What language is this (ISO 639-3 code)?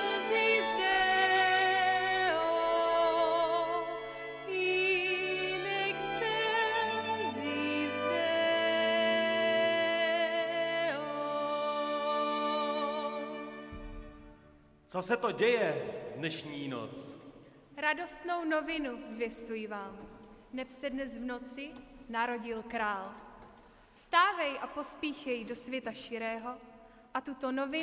ces